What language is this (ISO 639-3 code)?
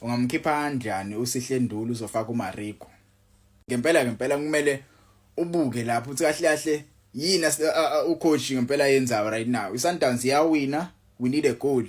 zul